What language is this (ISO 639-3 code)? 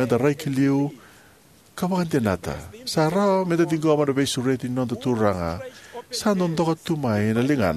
fij